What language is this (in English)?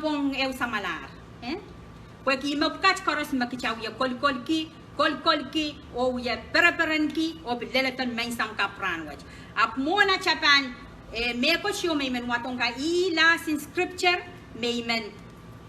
Pohnpeian